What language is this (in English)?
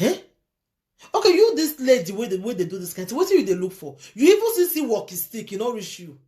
Nigerian Pidgin